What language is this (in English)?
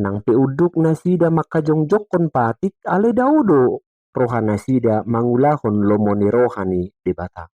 Batak Toba